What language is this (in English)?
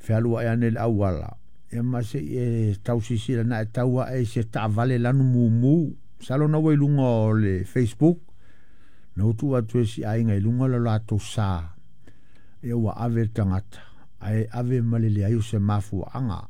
Samoan